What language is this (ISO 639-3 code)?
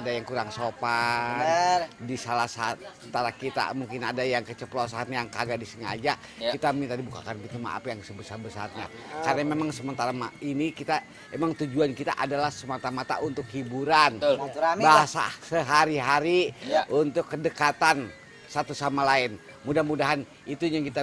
bew